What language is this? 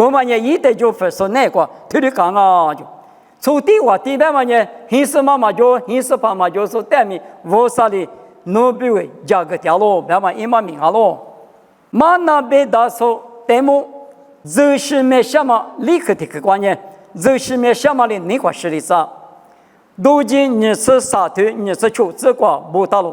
Lisu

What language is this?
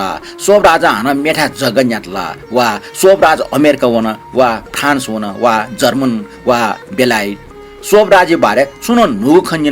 Newari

